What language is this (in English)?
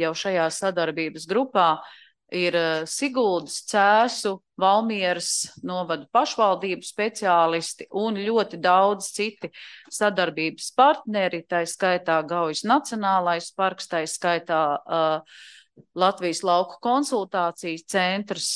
Latvian